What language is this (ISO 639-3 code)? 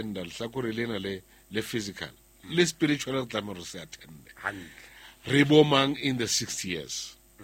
sot